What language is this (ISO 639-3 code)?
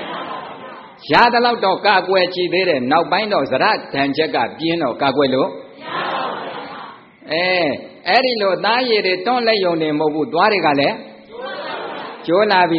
mya